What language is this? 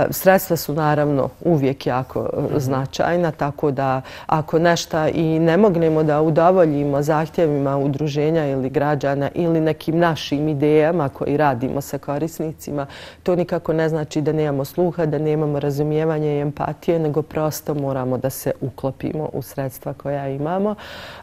Bosnian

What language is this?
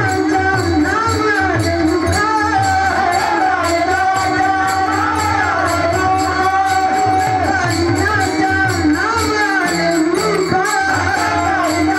Marathi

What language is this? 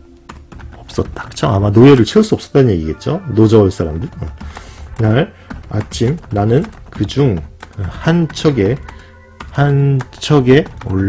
Korean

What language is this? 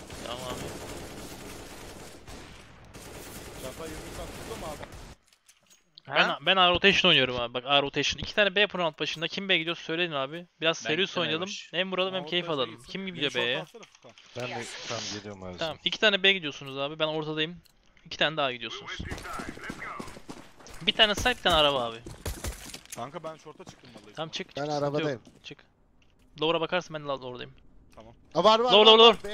Turkish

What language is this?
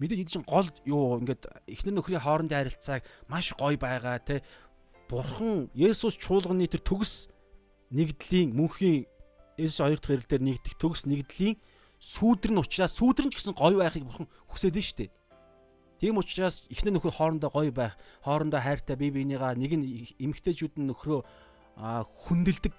Mongolian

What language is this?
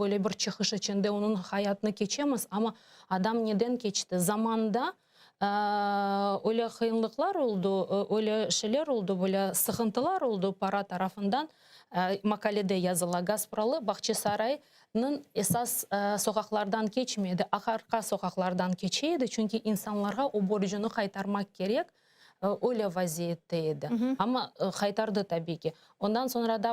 Crimean Tatar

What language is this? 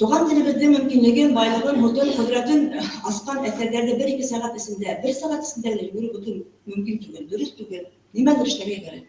Bashkir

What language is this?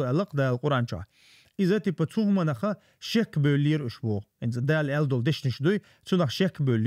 Chechen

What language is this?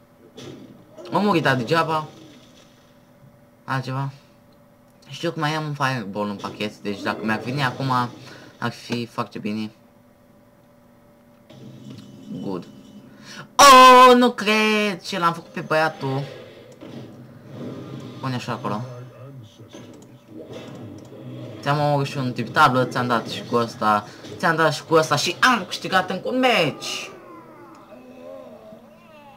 Romanian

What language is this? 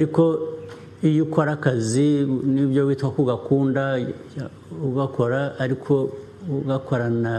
Kinyarwanda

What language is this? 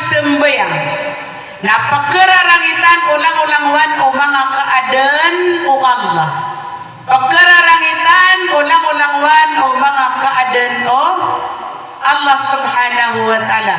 Maranao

